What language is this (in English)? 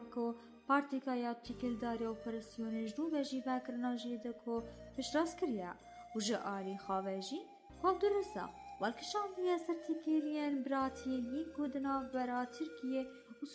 Kurdish